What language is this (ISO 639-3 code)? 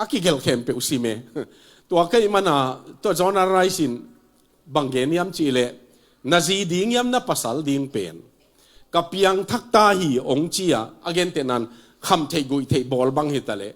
ctd